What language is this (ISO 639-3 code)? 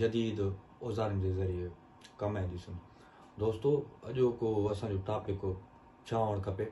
snd